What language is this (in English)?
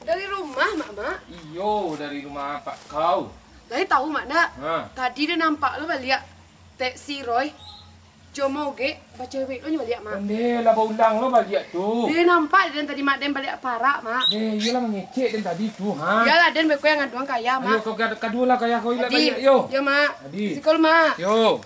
Minangkabau